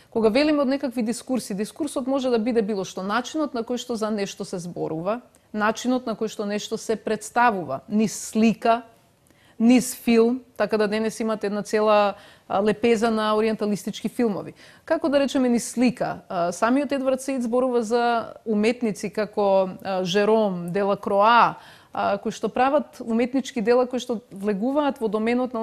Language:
Macedonian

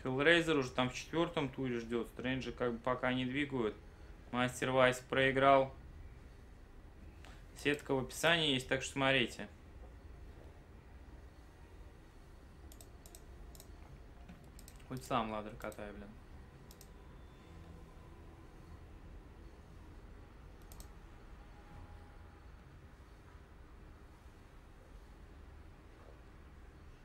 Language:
Russian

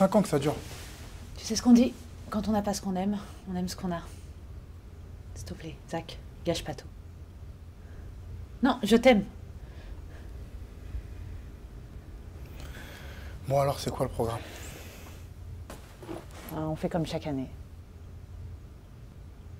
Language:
French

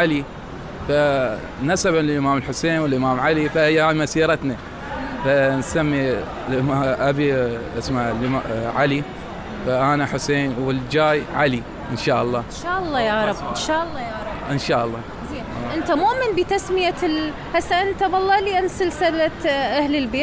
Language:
Mesopotamian Arabic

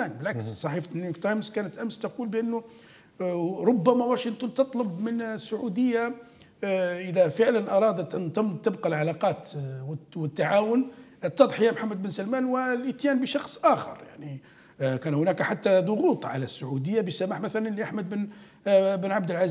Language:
Arabic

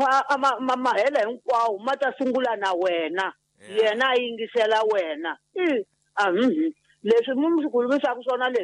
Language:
Tsonga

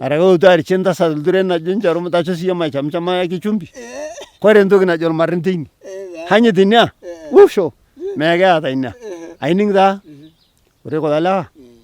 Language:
Masai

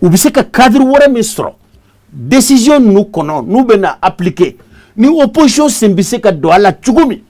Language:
Bambara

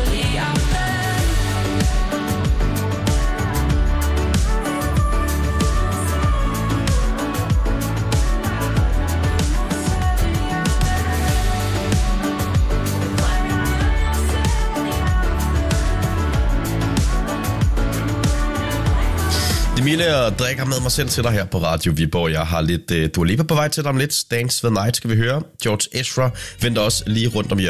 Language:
Danish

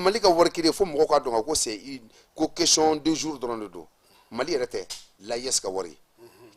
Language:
Bambara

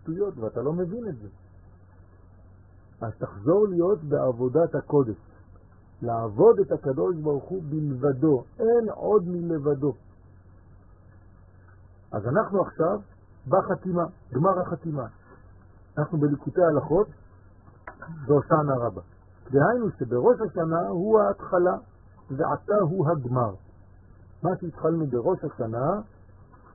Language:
Hebrew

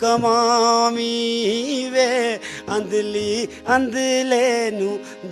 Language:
Dogri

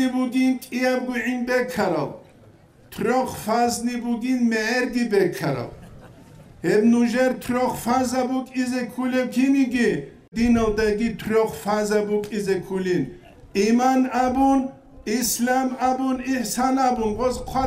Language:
Avaric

